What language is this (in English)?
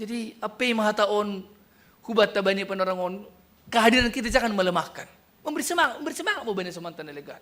Batak Simalungun